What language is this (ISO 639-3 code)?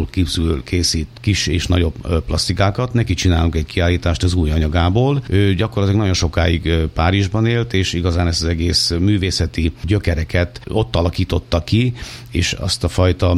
hun